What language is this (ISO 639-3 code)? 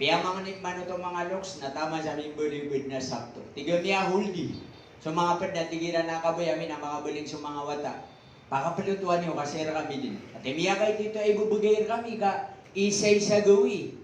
mrw